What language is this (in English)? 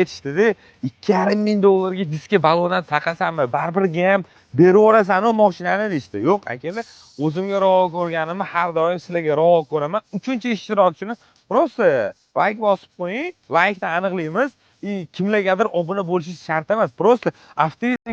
Uzbek